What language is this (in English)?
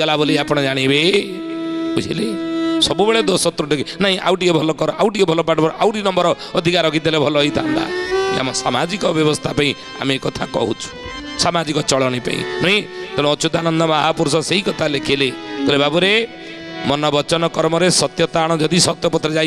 Odia